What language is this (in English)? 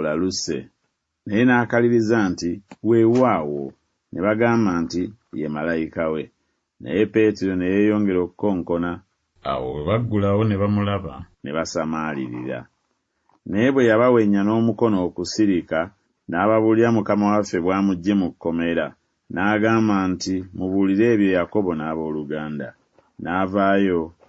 Ganda